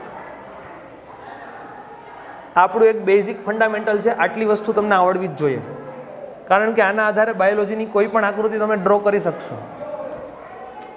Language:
Gujarati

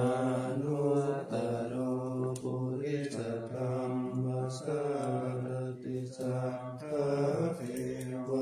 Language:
Pali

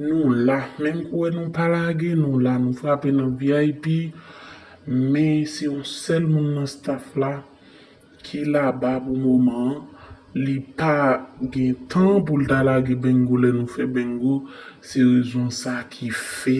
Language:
Haitian Creole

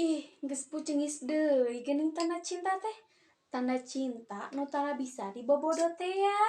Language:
Sundanese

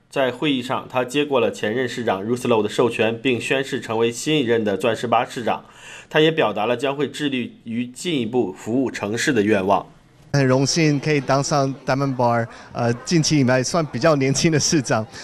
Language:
Chinese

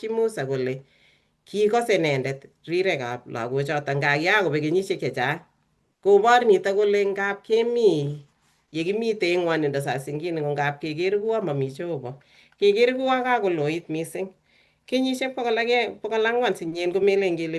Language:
Kalenjin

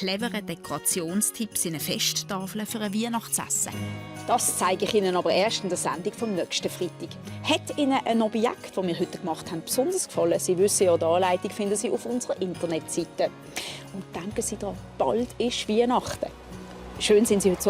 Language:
Swiss German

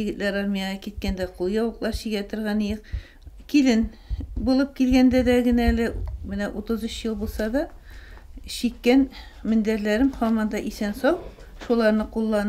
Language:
Tatar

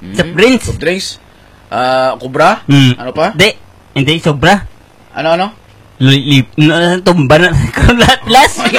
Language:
Hiligaynon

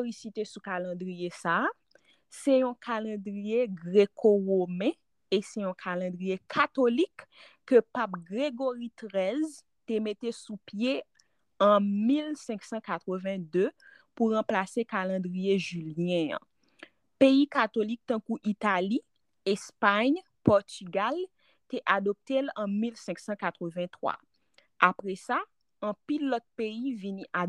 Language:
Haitian Creole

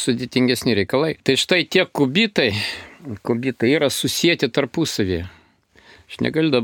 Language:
Lithuanian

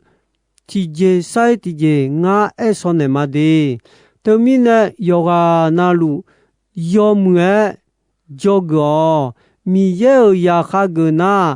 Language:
Akha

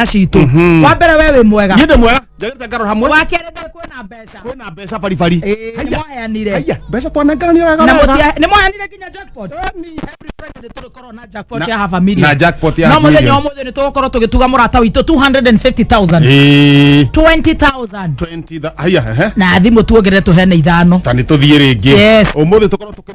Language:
Kikuyu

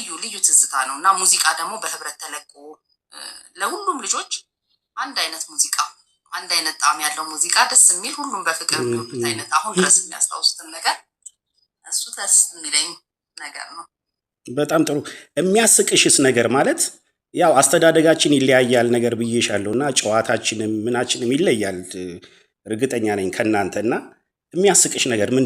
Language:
Amharic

